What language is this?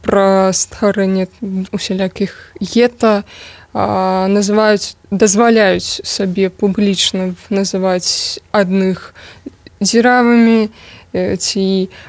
Belarusian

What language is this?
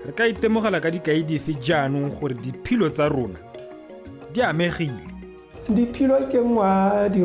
Tswana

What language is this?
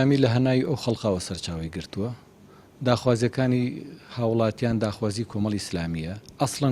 Central Kurdish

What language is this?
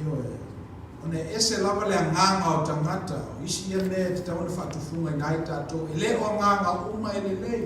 Samoan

